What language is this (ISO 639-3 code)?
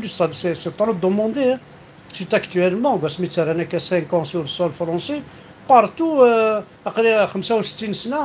kab